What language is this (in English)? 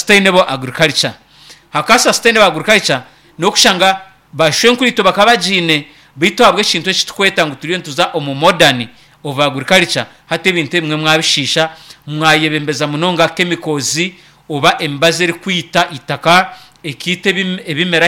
Nyankole